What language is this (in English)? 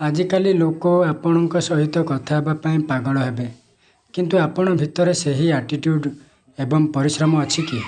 Odia